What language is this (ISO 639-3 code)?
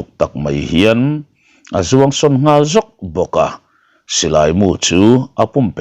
lus